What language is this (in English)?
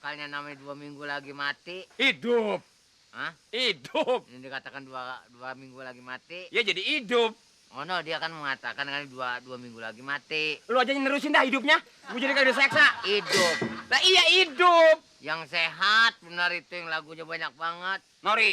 Betawi